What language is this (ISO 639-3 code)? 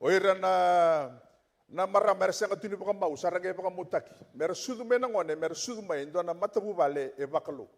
fij